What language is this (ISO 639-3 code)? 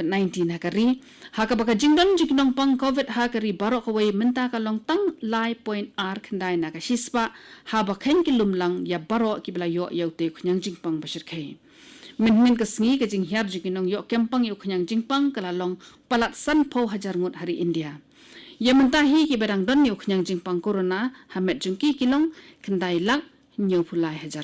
kha